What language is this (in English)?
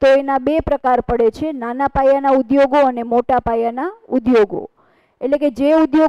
Gujarati